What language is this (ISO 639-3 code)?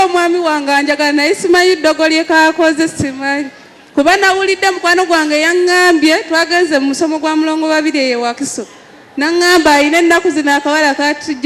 lug